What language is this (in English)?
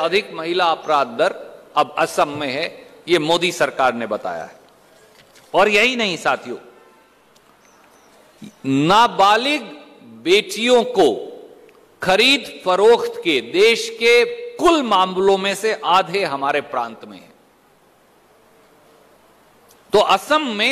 Hindi